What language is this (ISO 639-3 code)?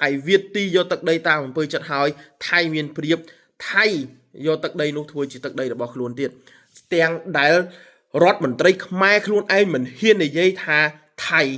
khm